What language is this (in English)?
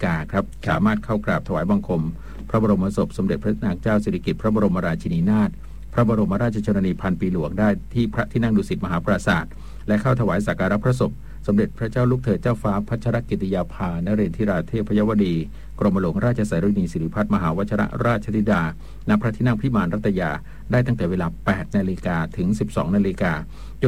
Thai